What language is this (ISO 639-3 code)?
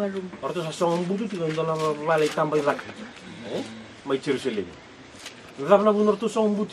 fij